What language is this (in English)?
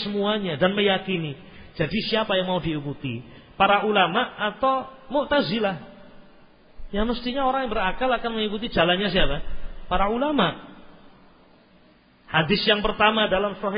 Indonesian